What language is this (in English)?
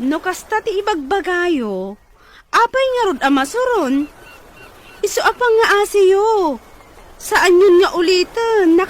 Iloko